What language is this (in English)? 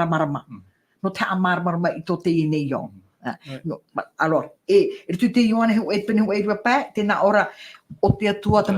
Tahitian